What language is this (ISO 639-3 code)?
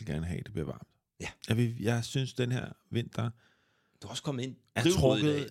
dan